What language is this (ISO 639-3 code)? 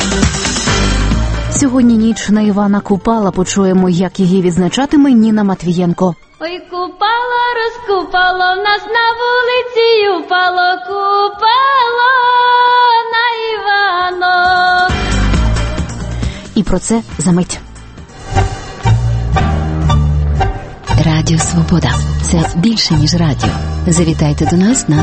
ukr